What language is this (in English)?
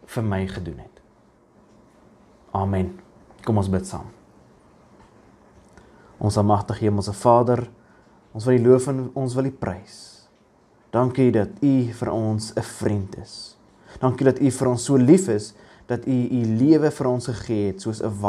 Afrikaans